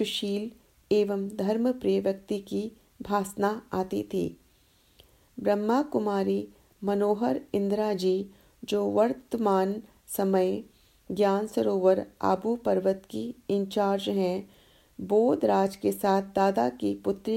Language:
Hindi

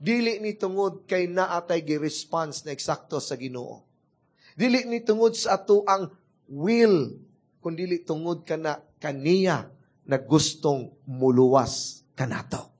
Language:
Cebuano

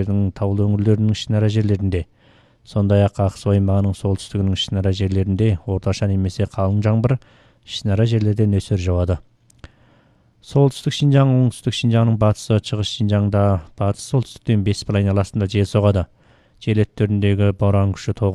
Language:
Kazakh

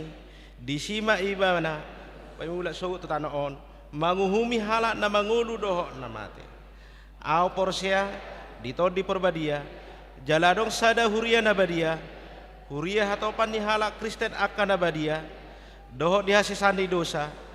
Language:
Batak Toba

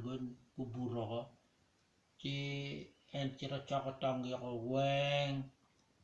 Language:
Acoli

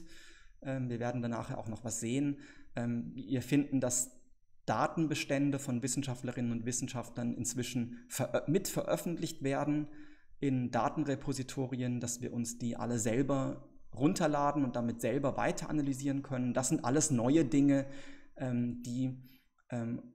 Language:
German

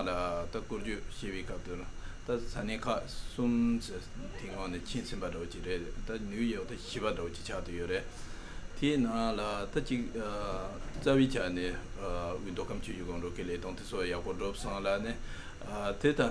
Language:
Tibetan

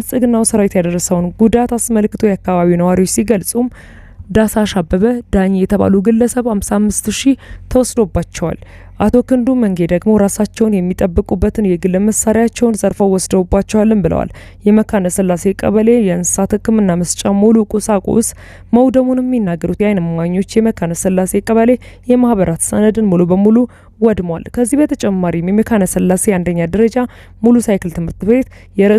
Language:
Amharic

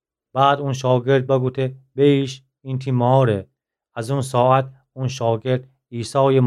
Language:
Gilaki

